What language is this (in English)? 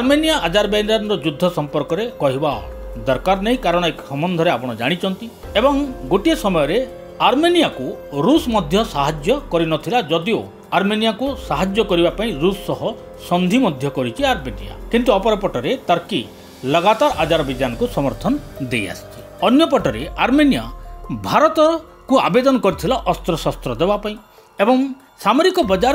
Odia